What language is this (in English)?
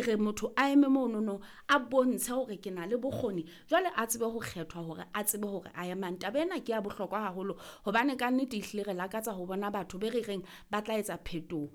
Southern Sotho